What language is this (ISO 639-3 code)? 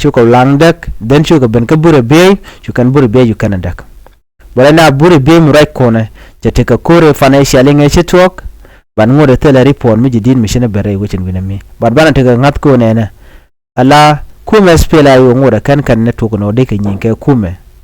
nus